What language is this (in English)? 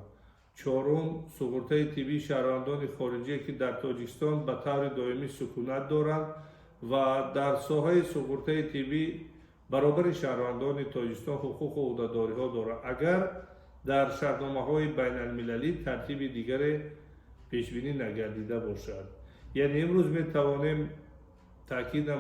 Tajik